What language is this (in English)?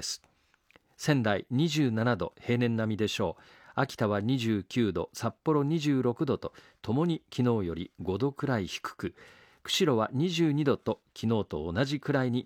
Japanese